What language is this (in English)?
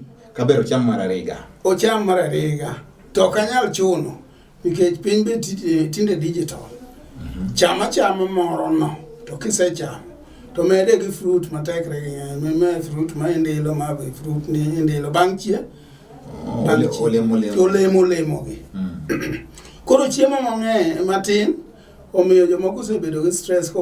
Luo (Kenya and Tanzania)